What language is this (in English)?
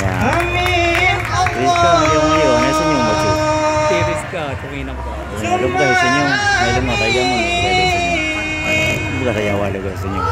Achinese